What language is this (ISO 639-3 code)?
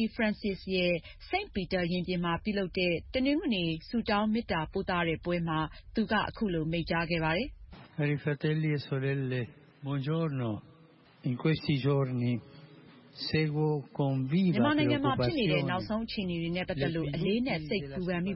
mya